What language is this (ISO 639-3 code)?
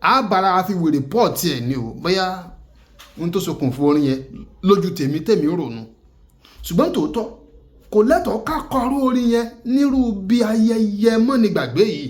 yor